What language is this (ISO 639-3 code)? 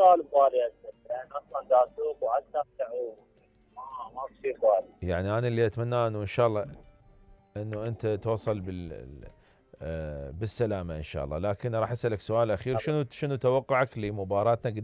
acm